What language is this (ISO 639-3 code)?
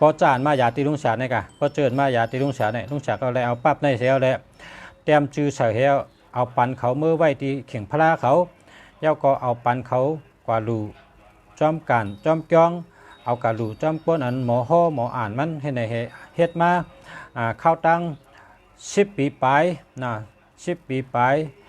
shn